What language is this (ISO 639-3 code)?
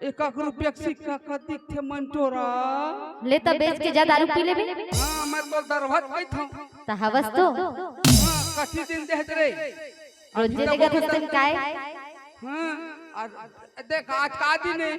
hne